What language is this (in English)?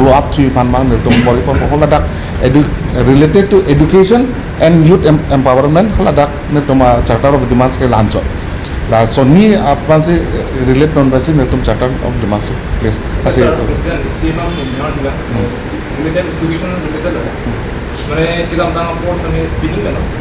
Karbi